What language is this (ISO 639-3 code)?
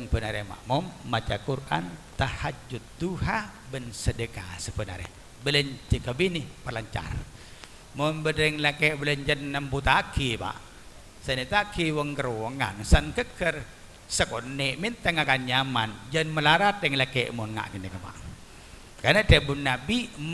mad